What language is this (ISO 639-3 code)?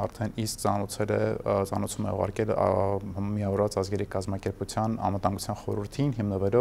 hye